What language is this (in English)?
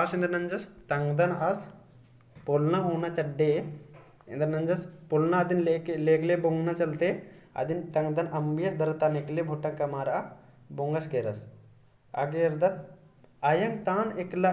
Kurukh